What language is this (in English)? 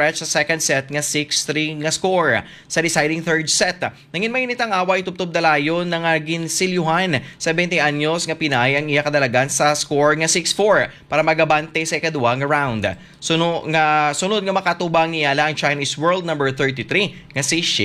Hiligaynon